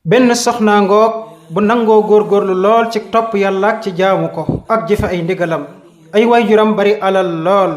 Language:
Wolof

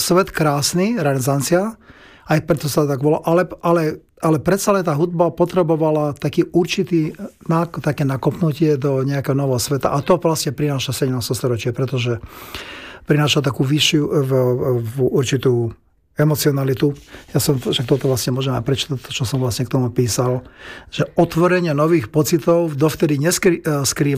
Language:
Slovak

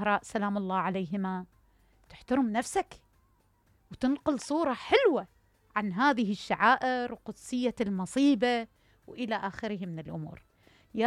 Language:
Mesopotamian Arabic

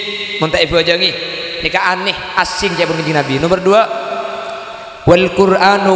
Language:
Madurese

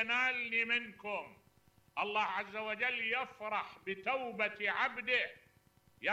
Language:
Mesopotamian Arabic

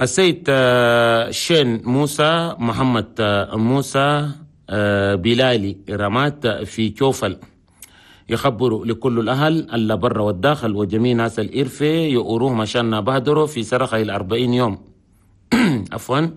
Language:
Chadian Arabic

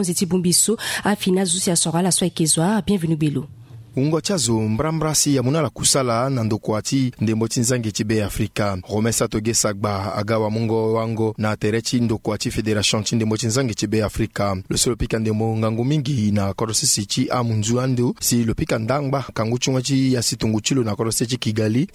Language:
Sango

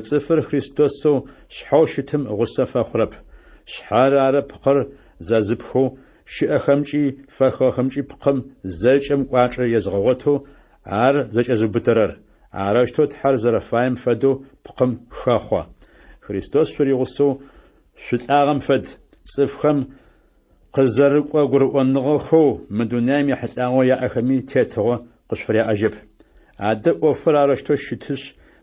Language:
Adyghe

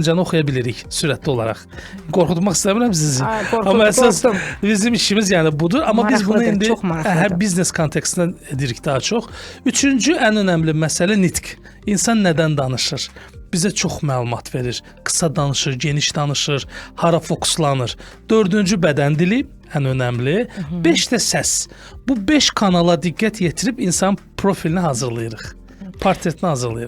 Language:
Azerbaijani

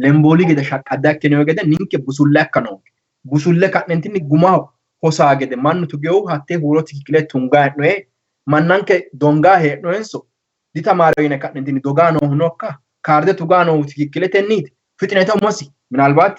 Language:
Sidamo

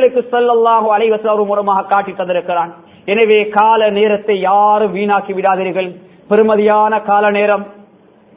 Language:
Tamil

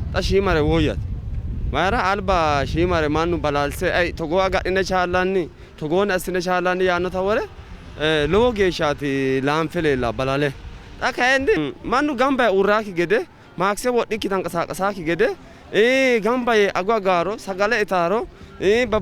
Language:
Sidamo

